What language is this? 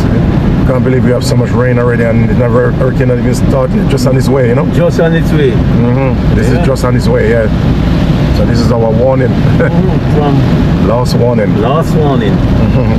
Jamaican Creole English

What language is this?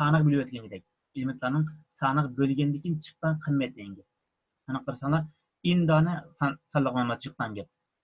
Uyghur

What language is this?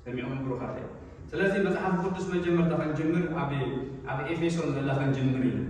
Tigrinya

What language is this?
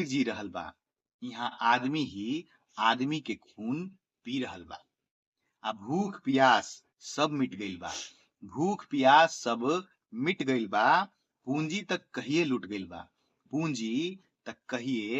Bhojpuri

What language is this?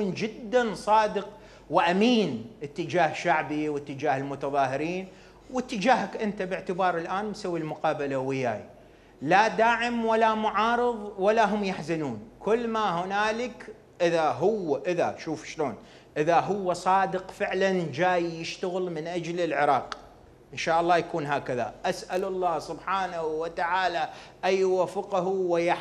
Mesopotamian Arabic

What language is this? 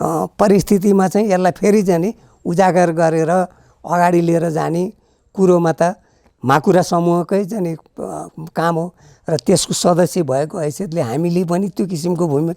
Nepali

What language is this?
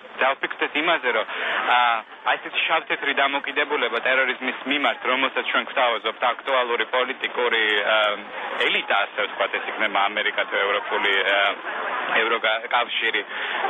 Georgian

